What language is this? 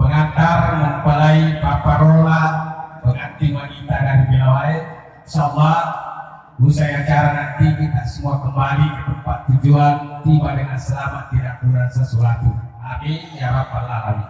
Buginese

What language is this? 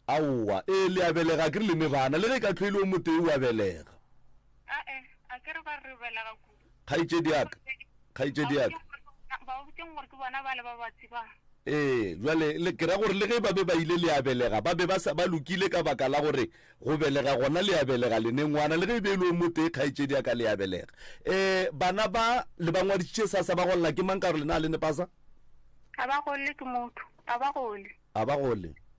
Northern Sotho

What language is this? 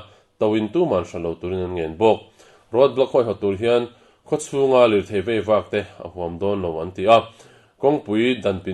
Mizo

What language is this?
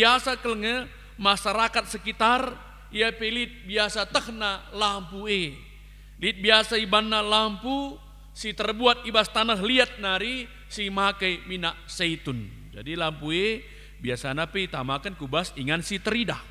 Batak Karo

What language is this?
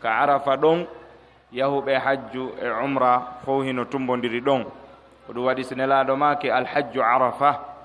Pular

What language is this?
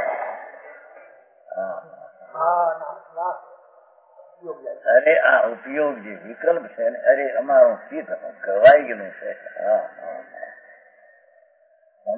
Gujarati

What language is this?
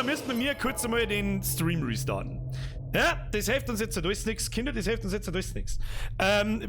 Bavarian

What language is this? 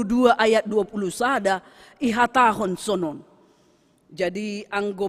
Batak Simalungun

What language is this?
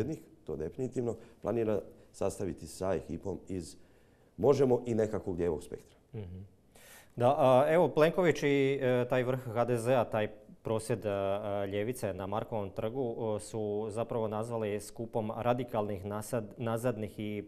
Croatian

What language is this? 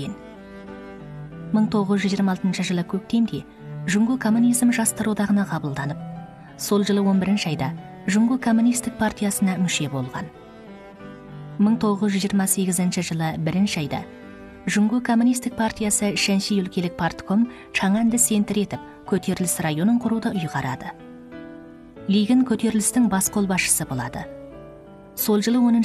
Kazakh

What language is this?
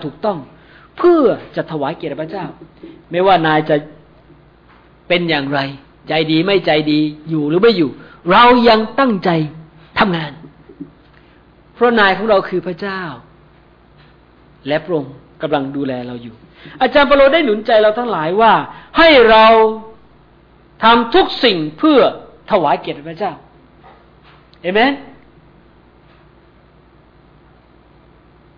Thai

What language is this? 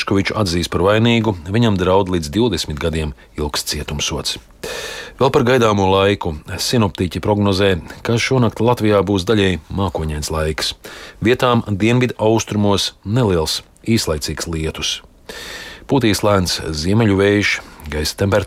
Latvian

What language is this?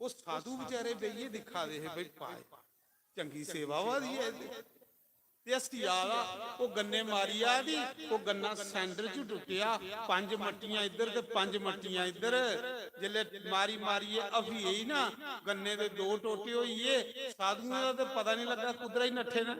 Dogri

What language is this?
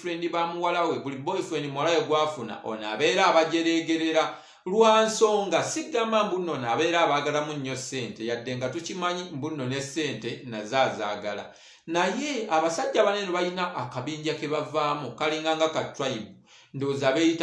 Ganda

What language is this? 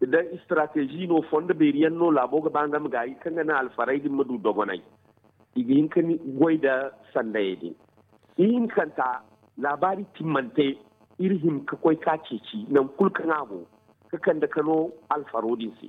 Zarma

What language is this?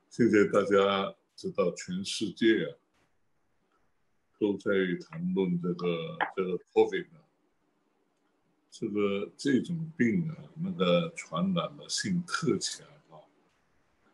Chinese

